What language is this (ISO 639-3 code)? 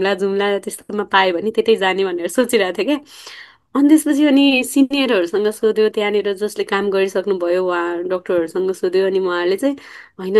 nep